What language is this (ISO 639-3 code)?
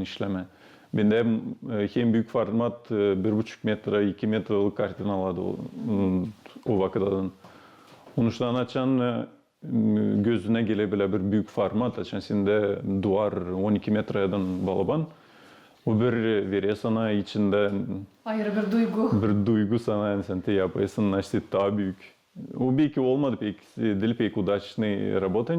gag